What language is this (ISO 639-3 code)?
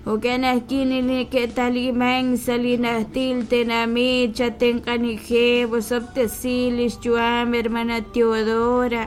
kek